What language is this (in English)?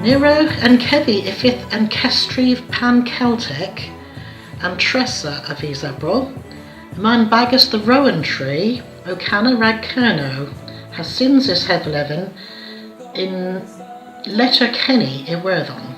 Cornish